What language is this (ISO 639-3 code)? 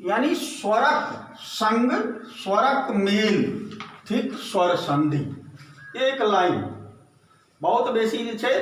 mai